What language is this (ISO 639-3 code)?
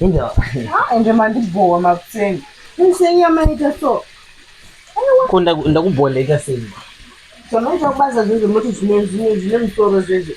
sna